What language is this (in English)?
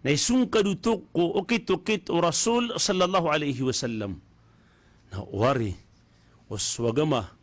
Maranao